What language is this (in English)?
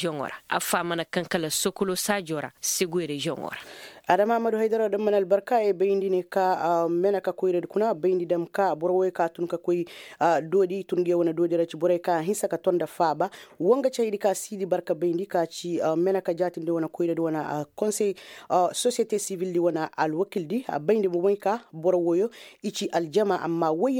Koyraboro Senni